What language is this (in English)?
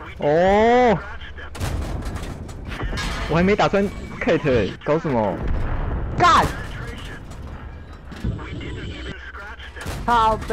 Chinese